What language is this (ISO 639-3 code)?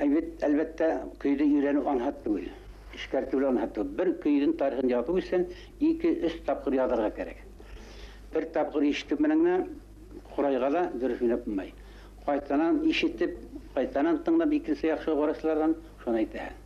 bak